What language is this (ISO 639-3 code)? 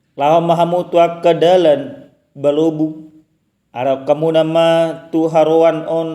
bbc